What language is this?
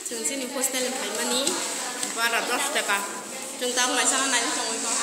Kok Borok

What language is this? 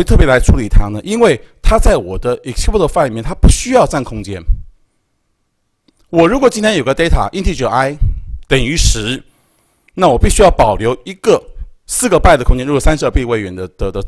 Chinese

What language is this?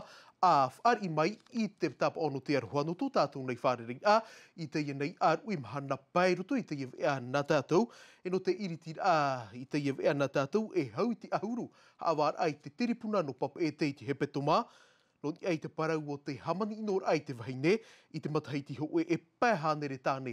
Tahitian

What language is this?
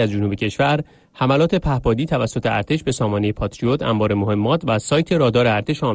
Persian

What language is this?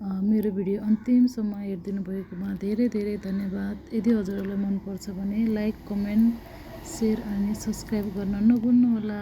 Nepali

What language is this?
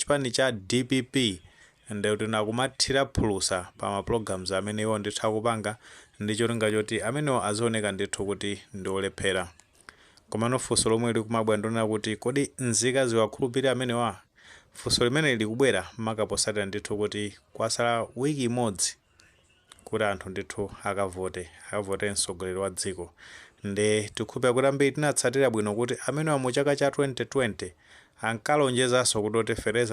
Nyanja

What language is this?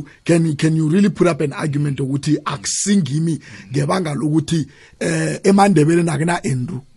South Ndebele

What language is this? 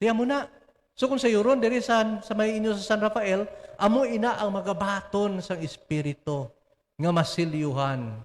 Hiligaynon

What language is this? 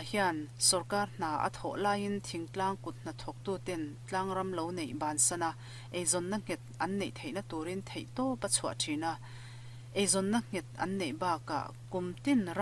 Mizo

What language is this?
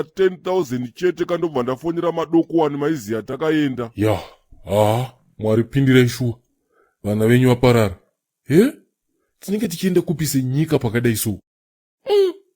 Shona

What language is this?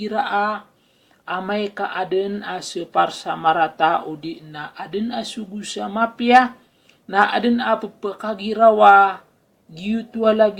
Maranao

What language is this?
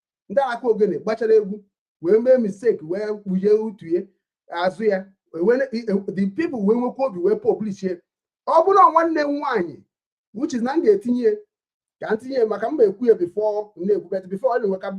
Igbo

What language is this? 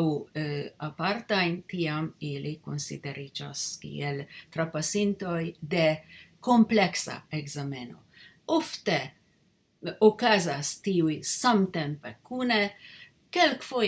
Esperanto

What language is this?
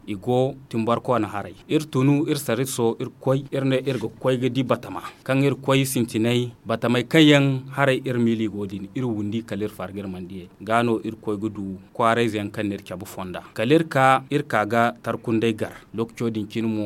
Zarma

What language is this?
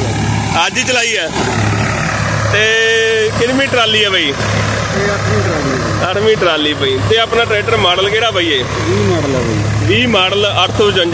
Punjabi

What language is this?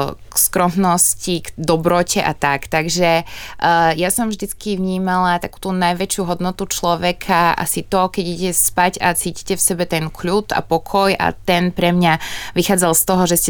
Czech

